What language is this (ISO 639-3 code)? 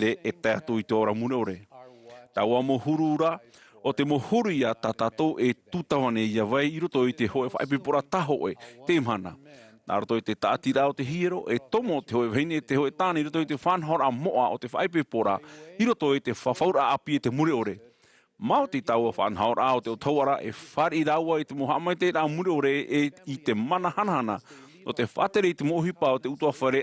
tah